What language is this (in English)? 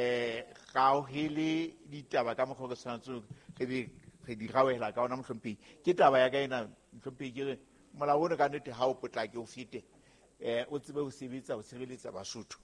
Southern Sotho